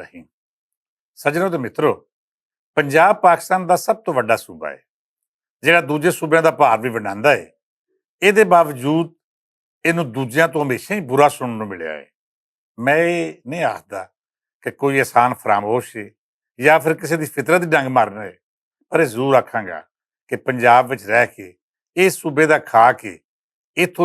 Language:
Western Panjabi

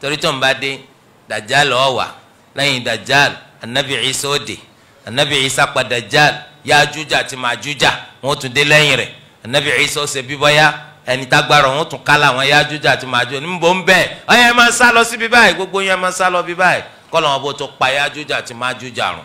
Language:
Yoruba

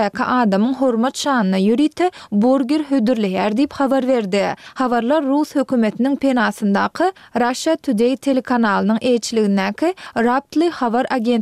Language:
Turkmen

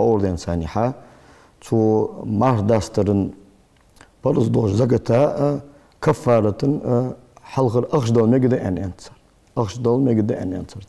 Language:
Ingush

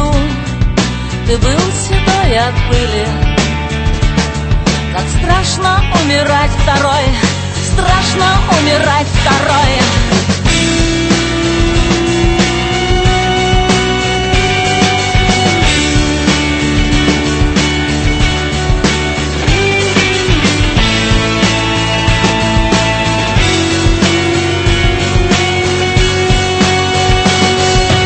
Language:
Russian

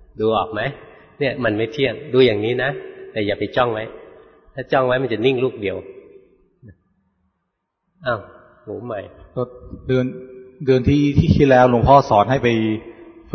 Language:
Thai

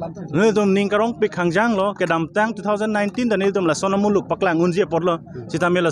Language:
Karbi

